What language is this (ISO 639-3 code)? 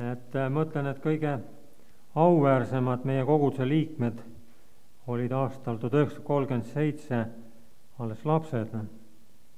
est